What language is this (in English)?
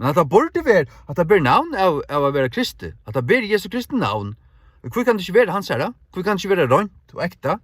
Faroese